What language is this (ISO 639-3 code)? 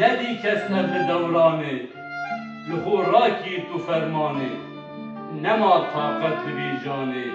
kur